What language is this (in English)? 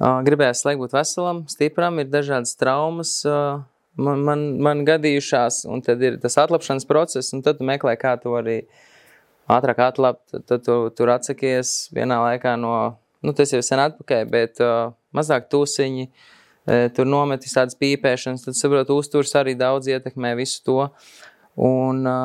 Latvian